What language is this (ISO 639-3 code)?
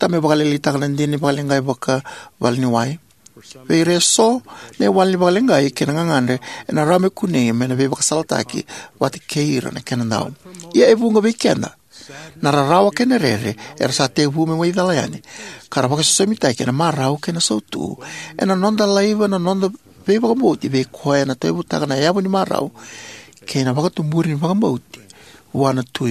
fij